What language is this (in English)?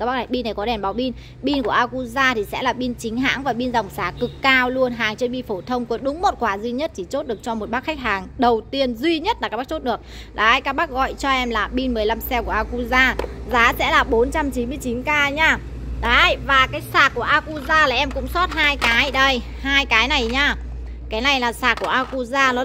Vietnamese